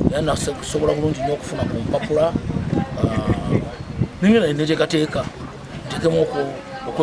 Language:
Ganda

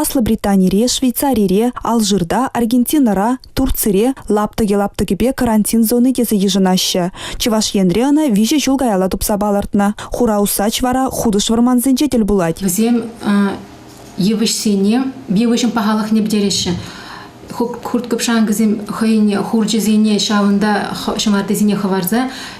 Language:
Chuvash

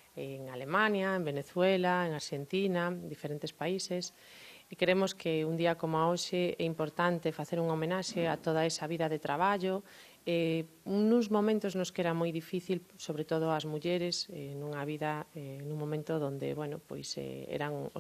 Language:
Galician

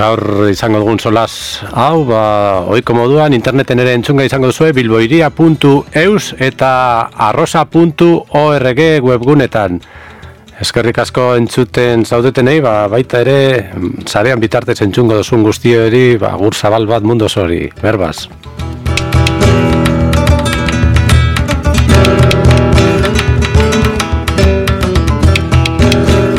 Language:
Basque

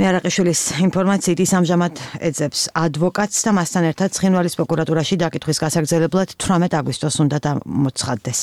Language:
Georgian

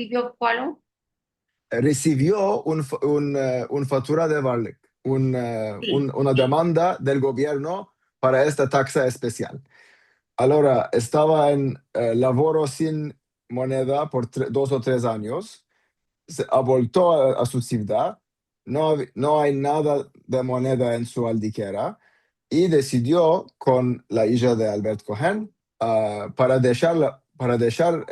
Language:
Ladino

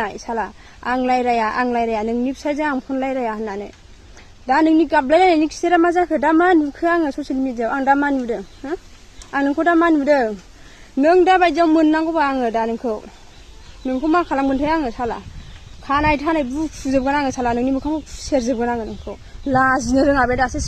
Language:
Bodo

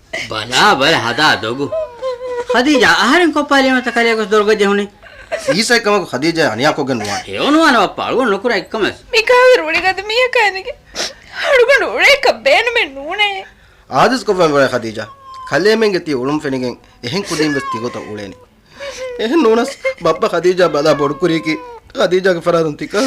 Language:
Divehi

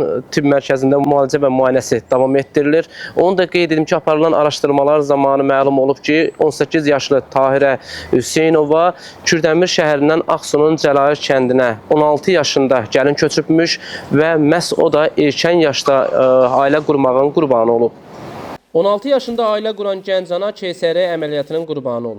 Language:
Azerbaijani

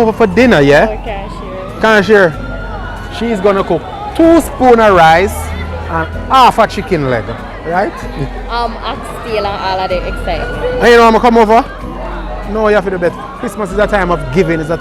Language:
Jamaican Creole English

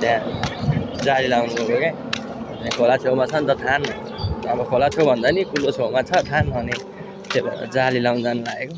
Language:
Nepali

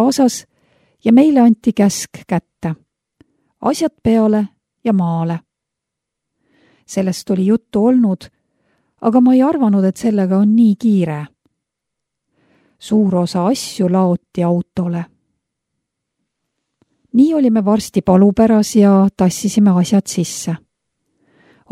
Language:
Estonian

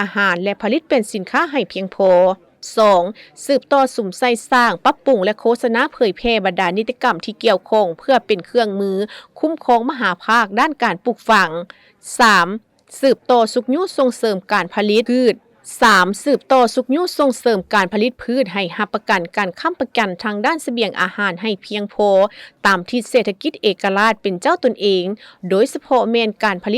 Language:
Lao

